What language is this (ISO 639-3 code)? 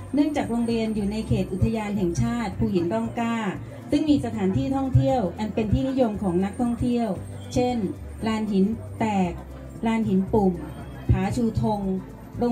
tha